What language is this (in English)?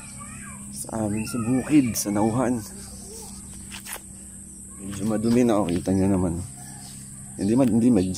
Filipino